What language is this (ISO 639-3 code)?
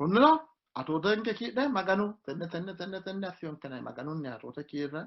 sid